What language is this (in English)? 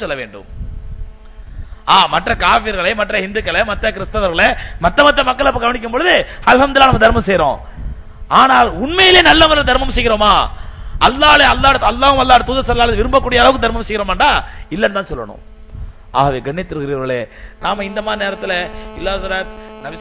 Tamil